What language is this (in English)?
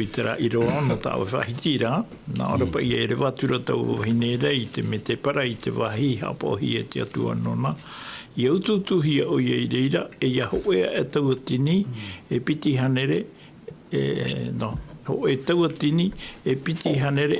Tahitian